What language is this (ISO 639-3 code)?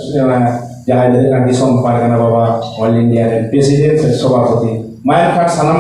sat